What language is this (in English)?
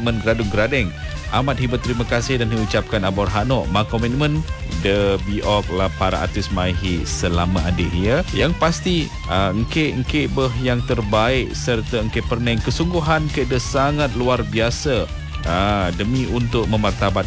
Malay